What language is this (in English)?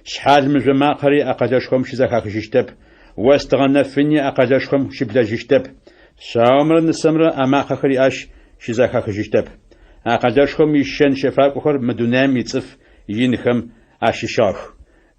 Adyghe